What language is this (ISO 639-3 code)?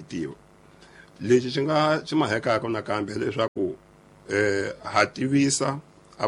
tso